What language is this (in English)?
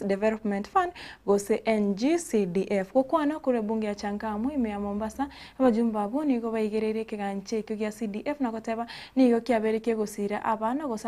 Gusii